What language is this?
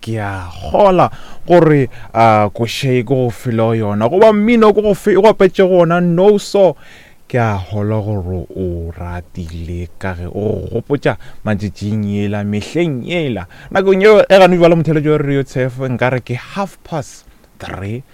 Northern Sotho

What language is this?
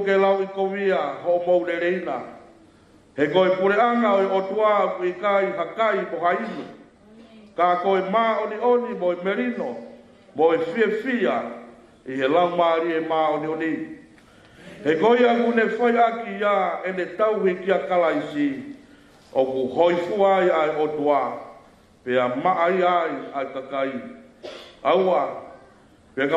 Tongan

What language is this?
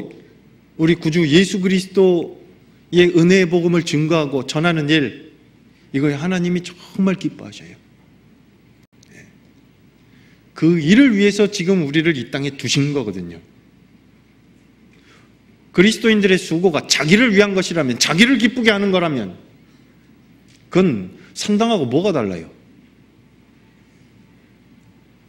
Korean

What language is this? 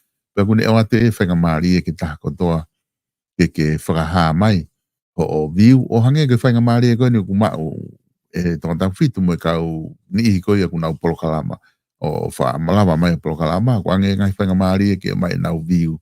Tongan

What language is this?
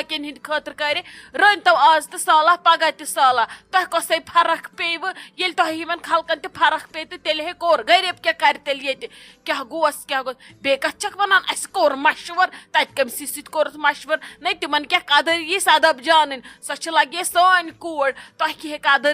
Kashmiri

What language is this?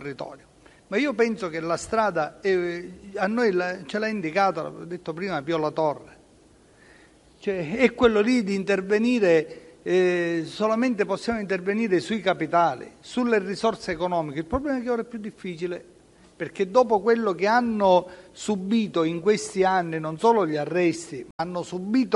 Italian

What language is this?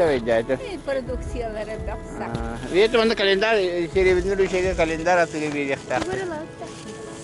Yakut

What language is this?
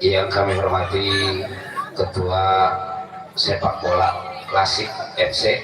Betawi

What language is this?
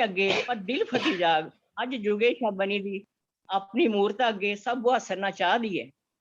Dogri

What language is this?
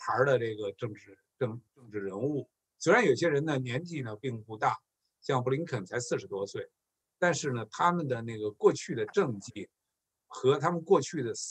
Chinese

